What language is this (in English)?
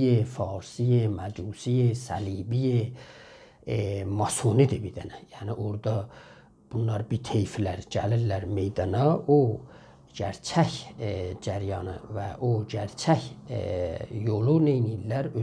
South Azerbaijani